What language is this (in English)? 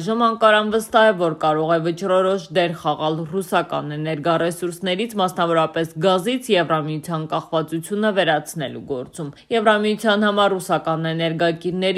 Armenian